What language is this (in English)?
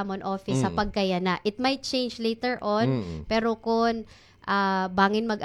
Waray